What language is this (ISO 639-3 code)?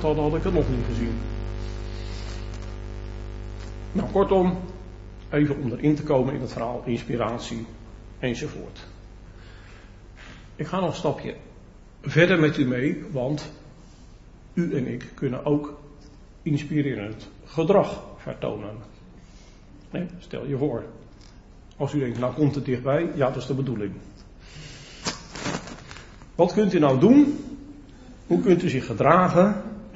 nld